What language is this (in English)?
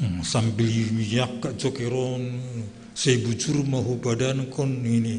Batak Simalungun